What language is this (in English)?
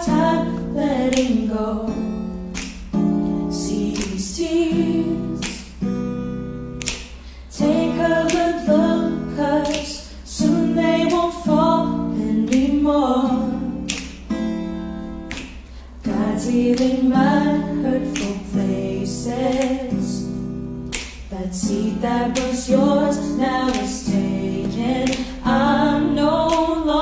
English